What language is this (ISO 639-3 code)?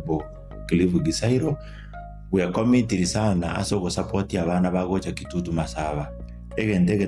guz